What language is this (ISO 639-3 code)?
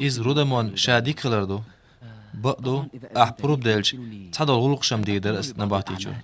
che